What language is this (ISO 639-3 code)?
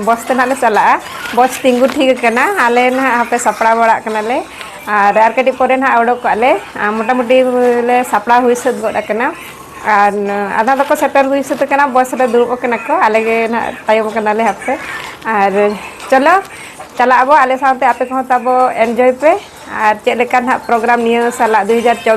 sat